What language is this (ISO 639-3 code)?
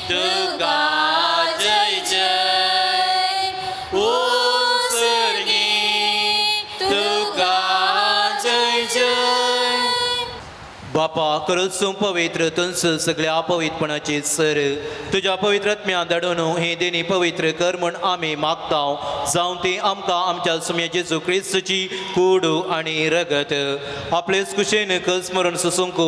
kok